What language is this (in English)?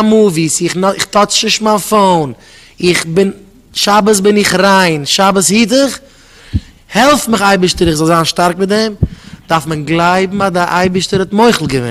Yiddish